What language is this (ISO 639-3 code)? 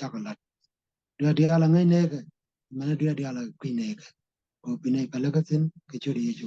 nus